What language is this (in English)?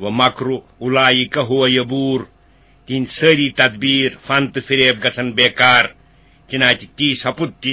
Kashmiri